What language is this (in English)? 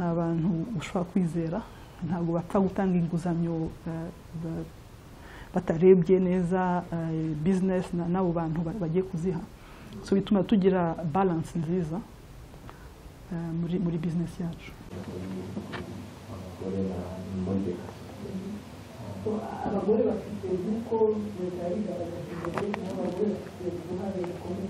Kinyarwanda